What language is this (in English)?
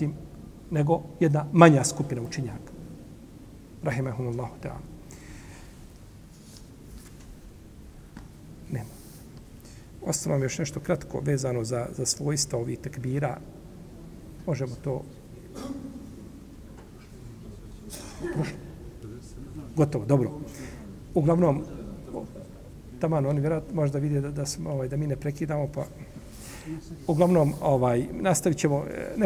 Bosnian